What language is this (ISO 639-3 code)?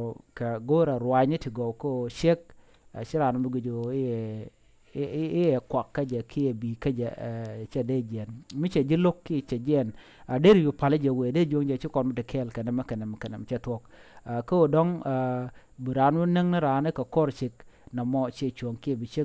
nus